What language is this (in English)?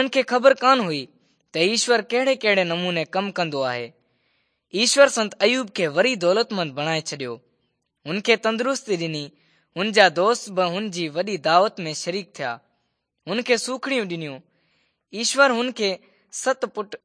Sindhi